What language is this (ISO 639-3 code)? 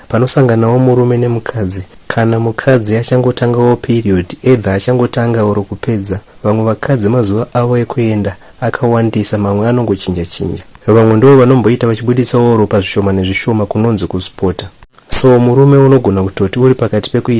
sna